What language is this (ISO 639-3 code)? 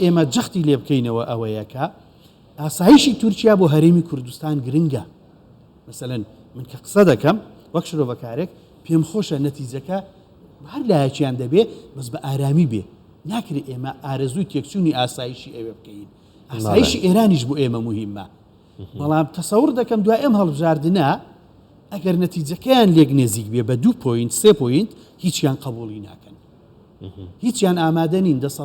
ckb